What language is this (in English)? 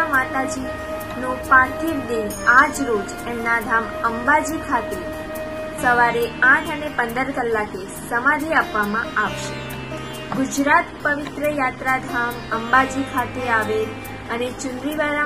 Gujarati